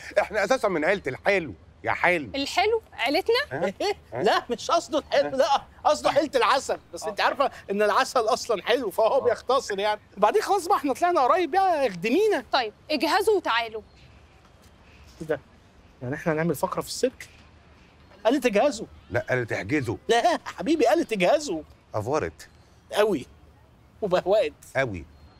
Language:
Egyptian Arabic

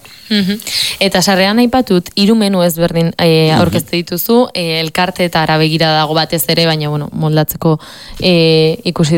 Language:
Basque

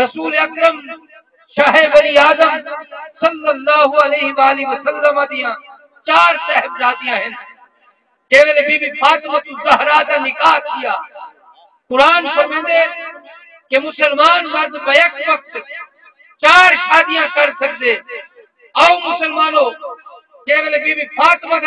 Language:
Saraiki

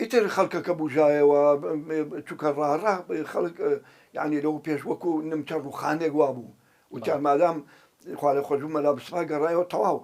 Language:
Central Kurdish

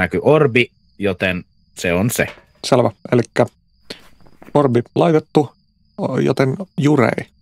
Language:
Finnish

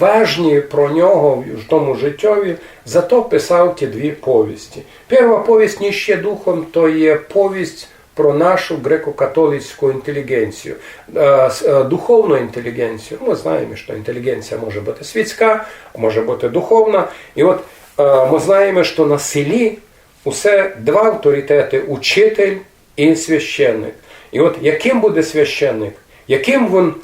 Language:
Rusyn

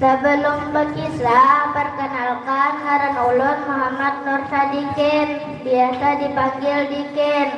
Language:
Banjar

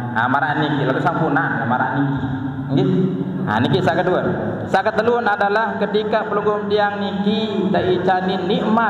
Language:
Sasak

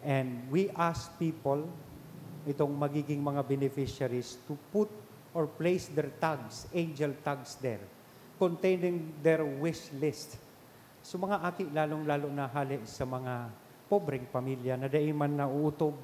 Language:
Bikol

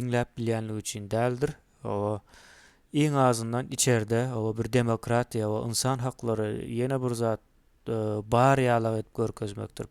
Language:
Turkmen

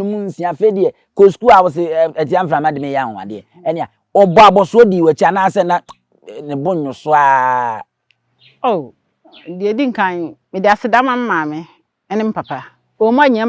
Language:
Akan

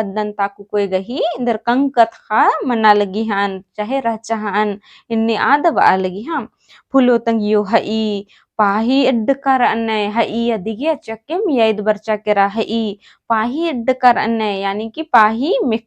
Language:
Kurukh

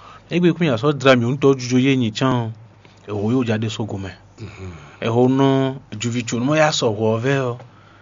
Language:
Fon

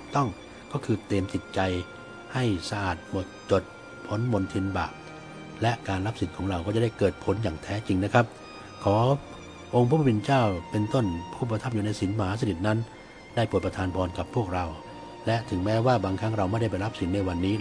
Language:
Thai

